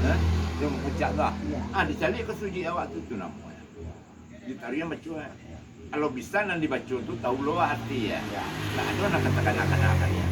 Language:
Minangkabau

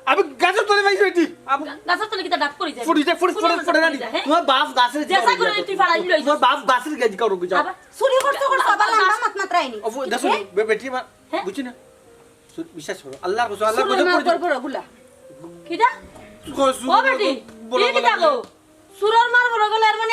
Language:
Sylheti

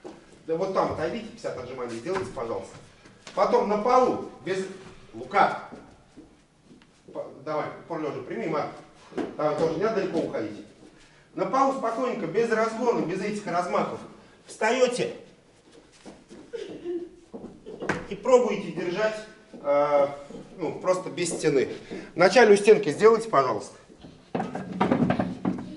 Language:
Russian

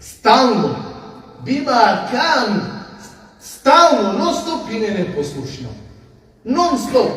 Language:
Balkan Romani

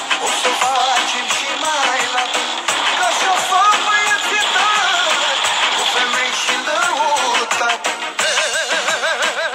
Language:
Romanian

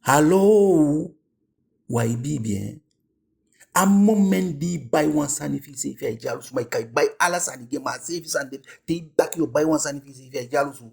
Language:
Eastern Maroon Creole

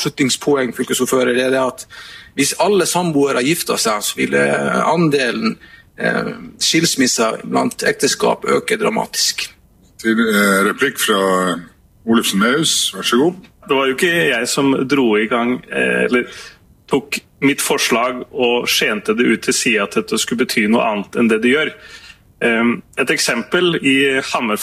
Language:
Norwegian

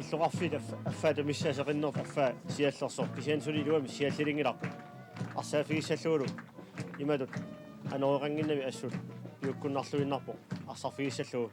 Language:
Kalaallisut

